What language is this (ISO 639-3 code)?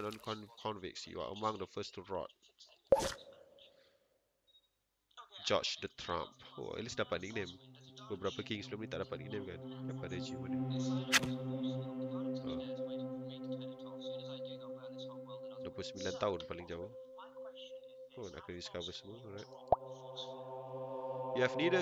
msa